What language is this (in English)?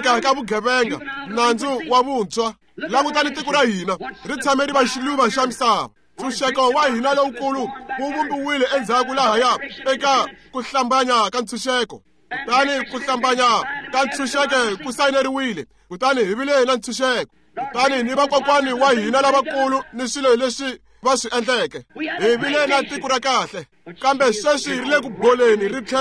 Tsonga